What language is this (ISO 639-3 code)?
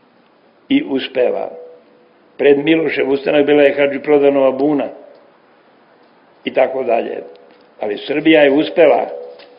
srp